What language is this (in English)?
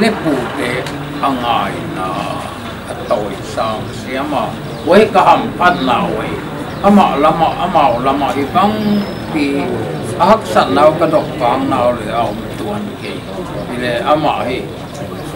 Paite Chin